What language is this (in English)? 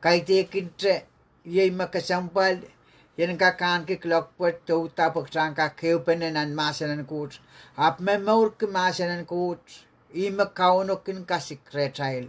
Pohnpeian